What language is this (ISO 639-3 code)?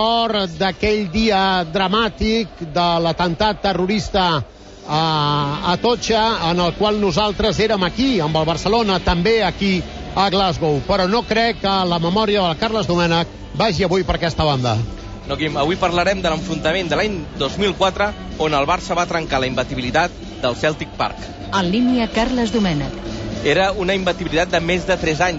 cat